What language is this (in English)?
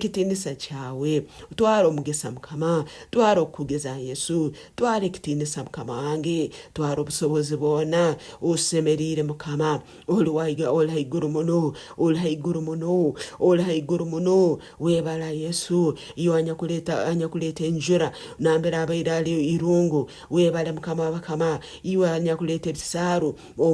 Nyankole